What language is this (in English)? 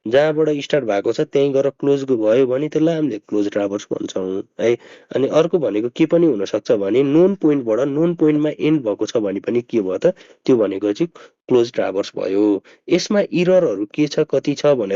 Nepali